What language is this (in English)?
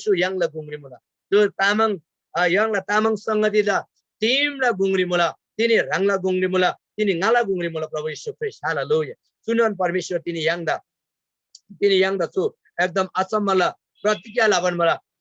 Eastern Tamang